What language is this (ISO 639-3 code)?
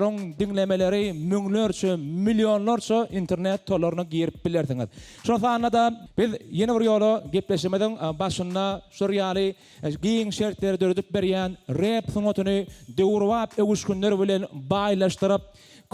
tuk